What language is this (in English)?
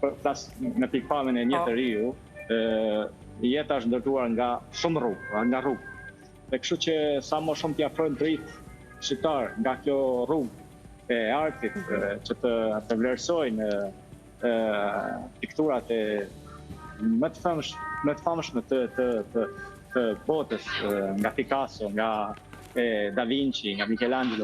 Albanian